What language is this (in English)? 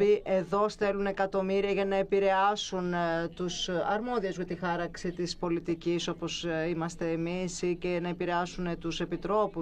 Greek